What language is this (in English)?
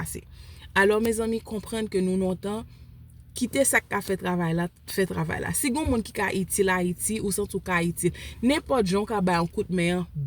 Haitian Creole